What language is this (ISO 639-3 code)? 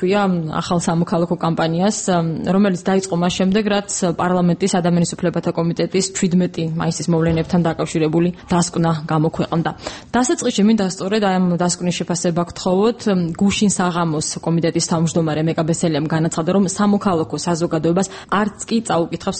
kat